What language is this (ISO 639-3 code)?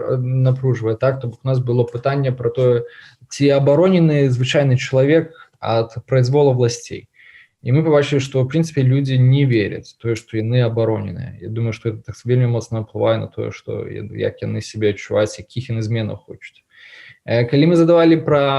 bel